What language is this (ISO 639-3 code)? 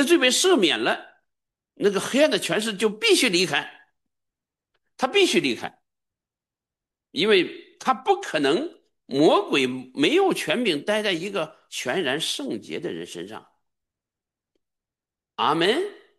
zho